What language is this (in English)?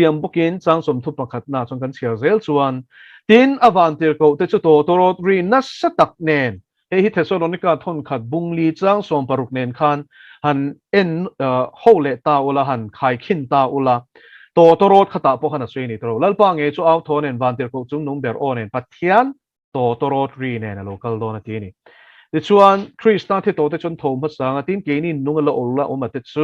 Mizo